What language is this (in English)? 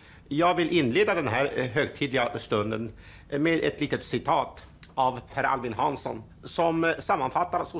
Swedish